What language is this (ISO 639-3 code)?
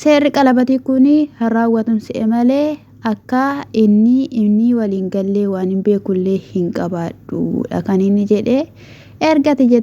orm